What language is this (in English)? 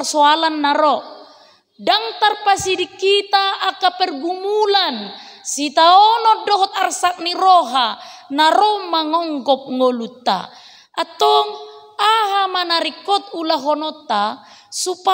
Batak Toba